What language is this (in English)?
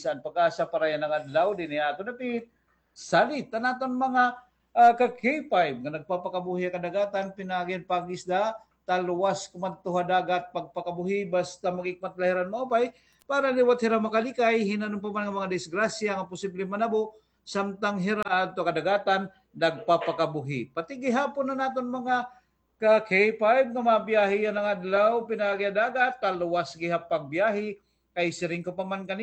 Waray